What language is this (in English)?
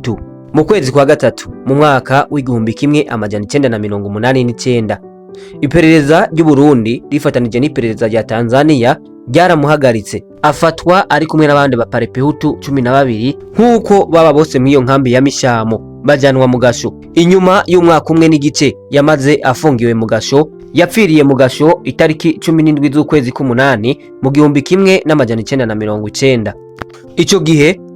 Rundi